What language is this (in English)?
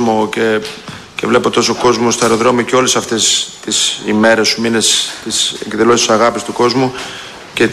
Greek